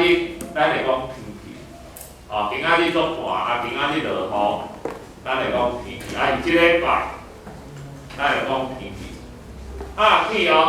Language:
Min Nan Chinese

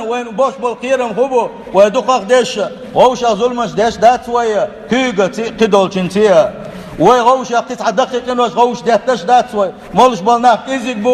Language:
Chechen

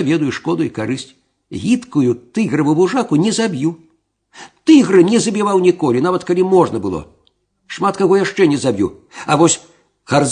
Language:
Belarusian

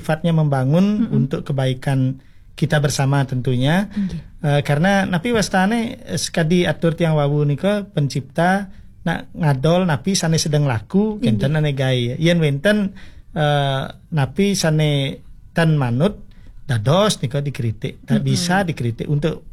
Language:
Balinese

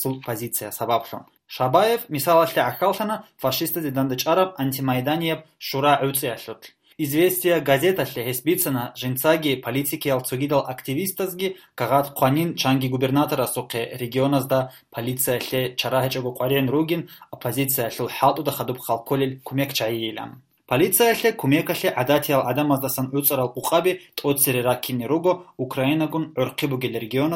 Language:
Avaric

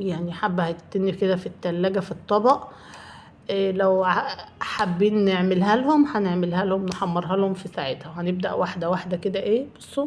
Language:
Egyptian Arabic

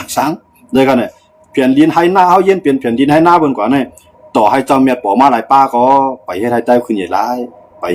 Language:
Shan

